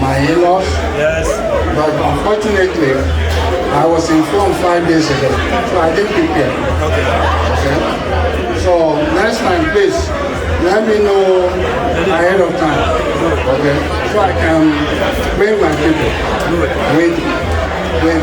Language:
Igbo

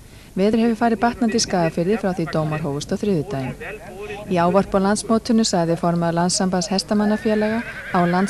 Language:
Icelandic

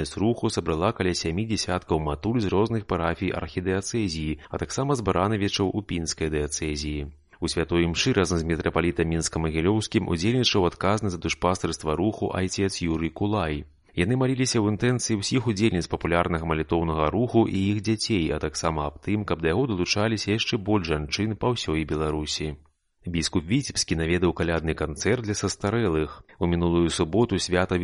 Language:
Belarusian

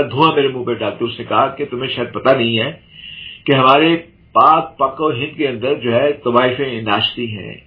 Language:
Urdu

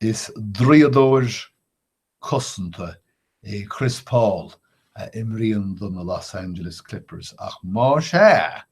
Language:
Irish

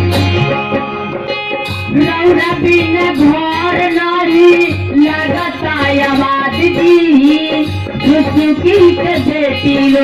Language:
Bhojpuri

